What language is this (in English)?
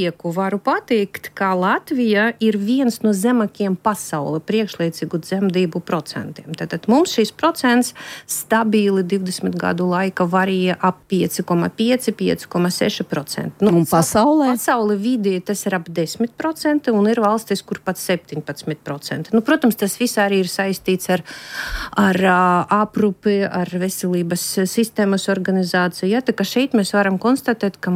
Latvian